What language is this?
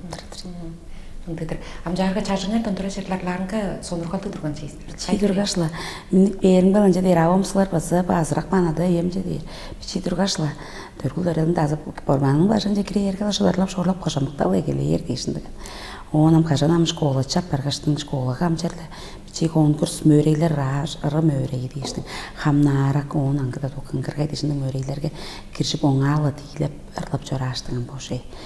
Tuvinian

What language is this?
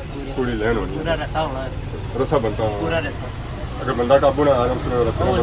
Pahari-Potwari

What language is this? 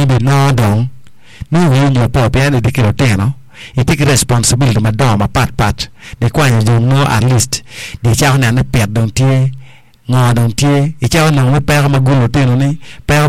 Acoli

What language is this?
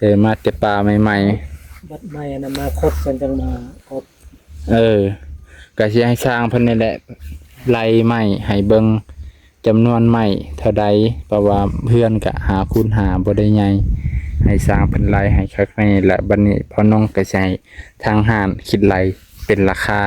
Lao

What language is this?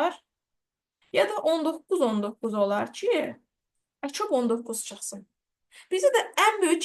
Azerbaijani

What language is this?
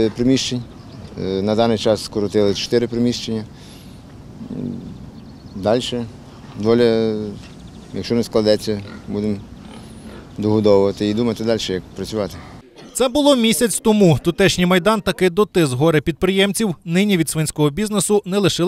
Ukrainian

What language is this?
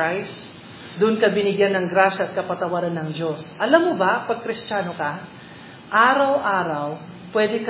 Filipino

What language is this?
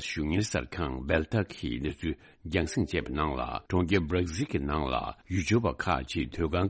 Tibetan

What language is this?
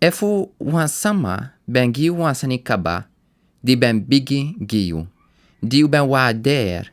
Sranan Tongo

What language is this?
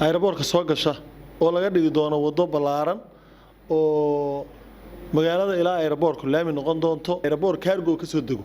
Somali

